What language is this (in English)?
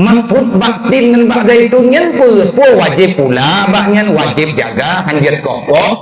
Achinese